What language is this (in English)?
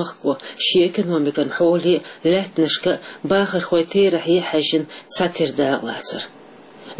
Chechen